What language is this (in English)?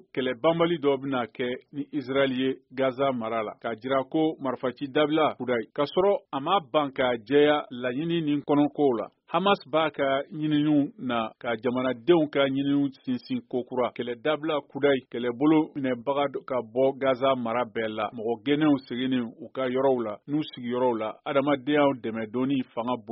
Bambara